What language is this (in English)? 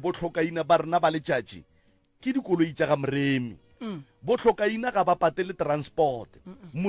Northern Sotho